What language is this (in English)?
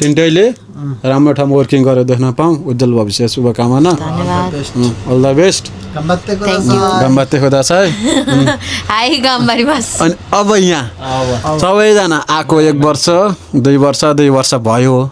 Nepali